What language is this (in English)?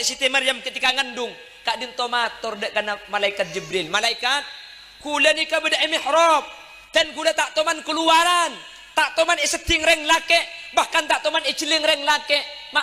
Madurese